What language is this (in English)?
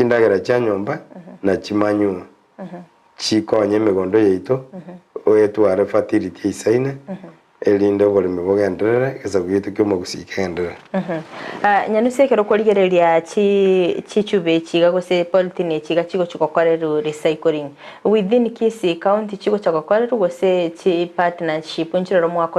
Gusii